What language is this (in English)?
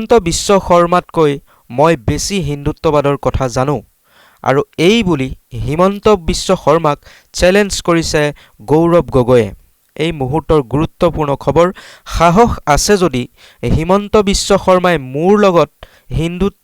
Assamese